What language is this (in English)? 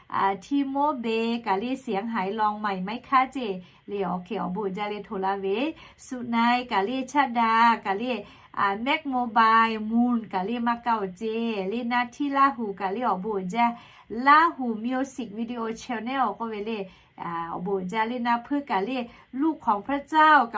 Lahu